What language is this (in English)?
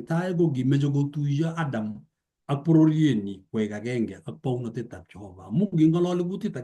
Kalenjin